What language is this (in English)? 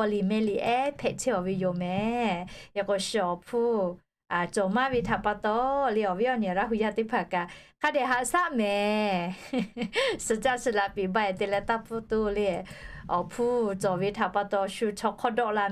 Lahu